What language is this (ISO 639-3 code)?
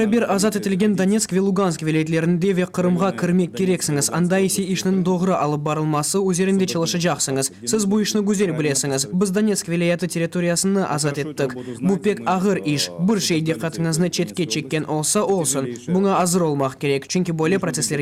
crh